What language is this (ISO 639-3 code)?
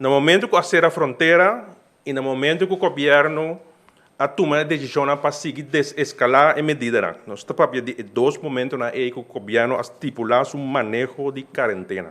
pap